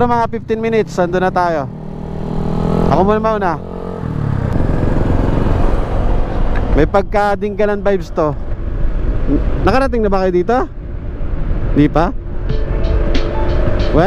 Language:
Filipino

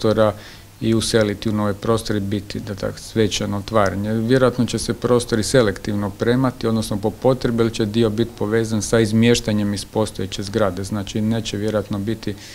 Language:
Croatian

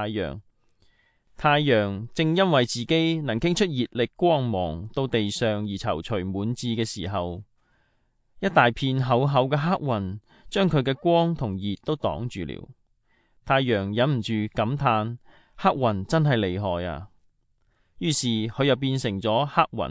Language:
Cantonese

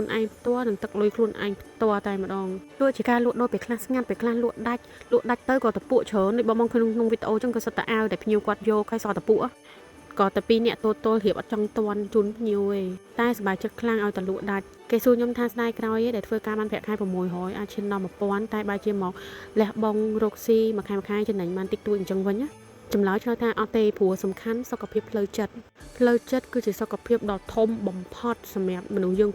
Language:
Khmer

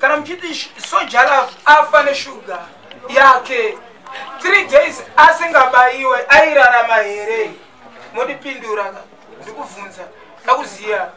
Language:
Shona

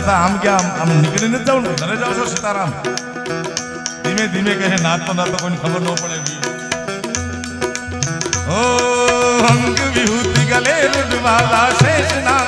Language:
Gujarati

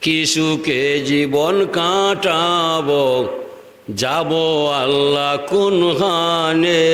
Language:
Sylheti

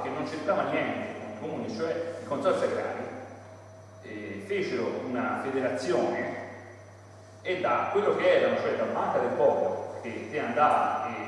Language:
Italian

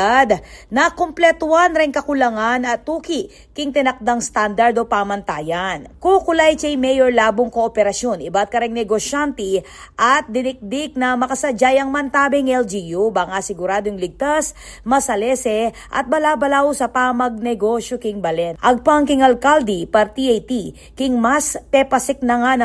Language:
Pampanga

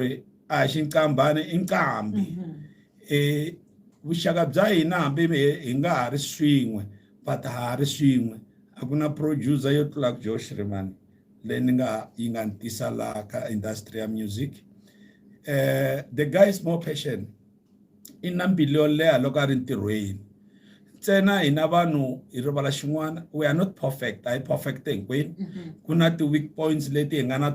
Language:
Tsonga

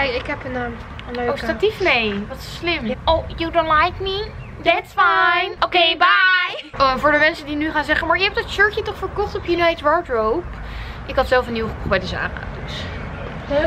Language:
Dutch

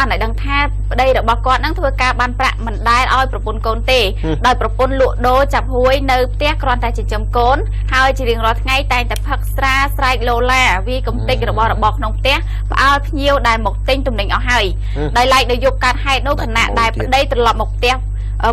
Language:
Khmer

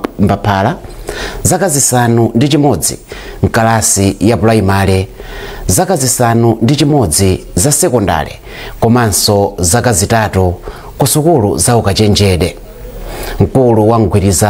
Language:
Nyanja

